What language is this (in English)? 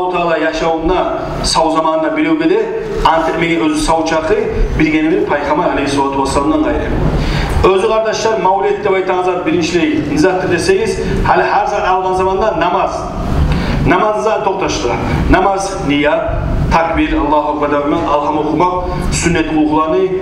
Kumyk